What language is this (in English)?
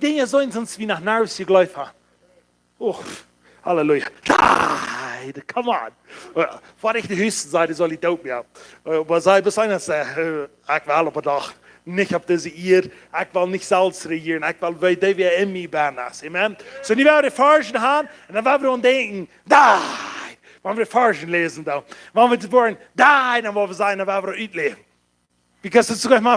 Plautdietsch